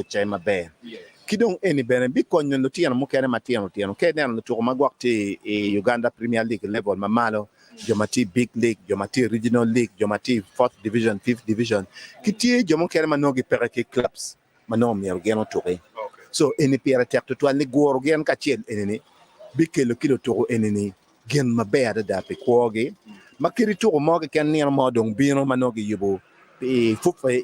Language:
Acoli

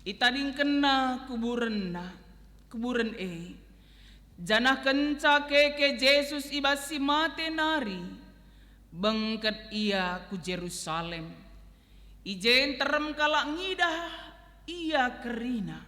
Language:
Batak Karo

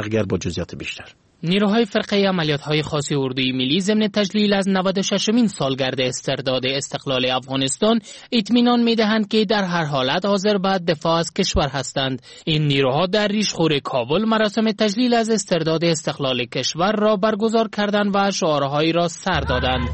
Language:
Persian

